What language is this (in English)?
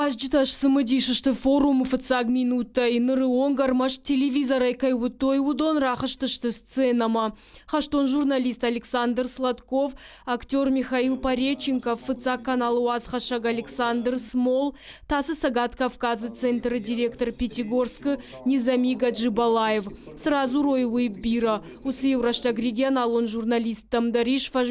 Ossetic